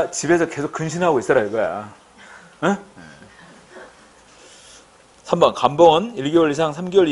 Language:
Korean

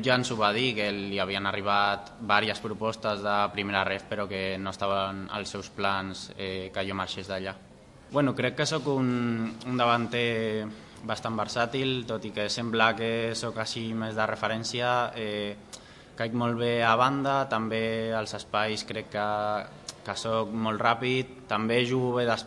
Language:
Catalan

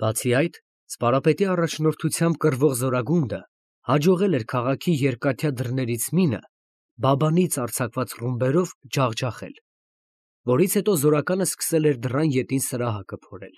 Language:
Armenian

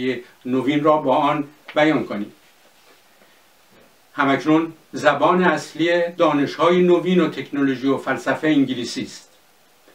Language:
Persian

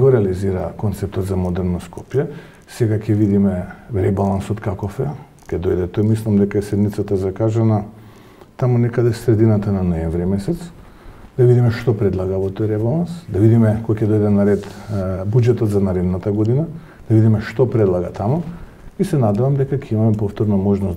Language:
Macedonian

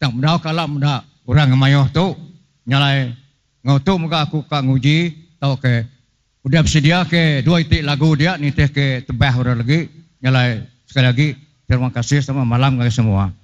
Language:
Iban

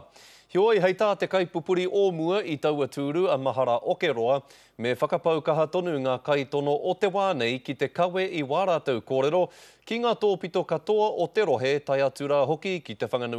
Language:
Māori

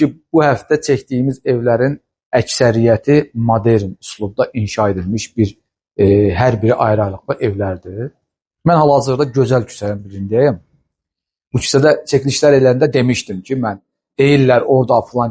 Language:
Azerbaijani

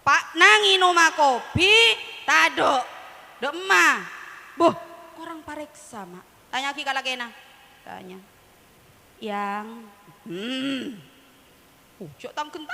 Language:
Madurese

